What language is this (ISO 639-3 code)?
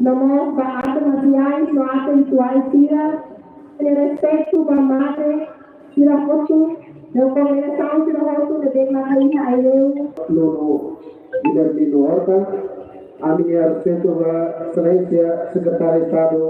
tet